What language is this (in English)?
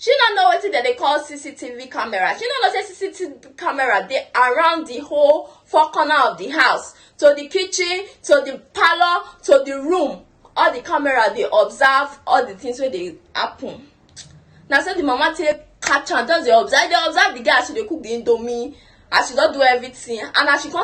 Nigerian Pidgin